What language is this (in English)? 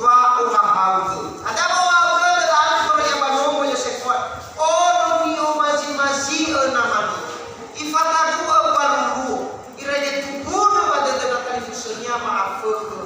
Nias